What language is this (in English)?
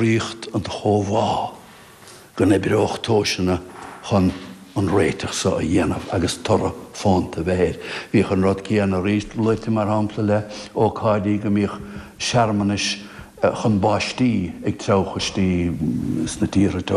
Irish